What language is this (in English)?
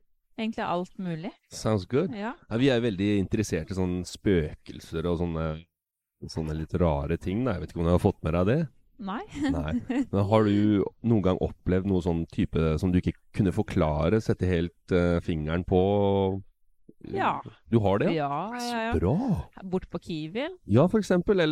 Norwegian